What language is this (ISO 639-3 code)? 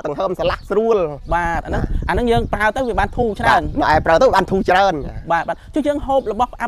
khm